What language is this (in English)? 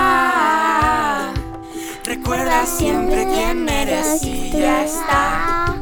Catalan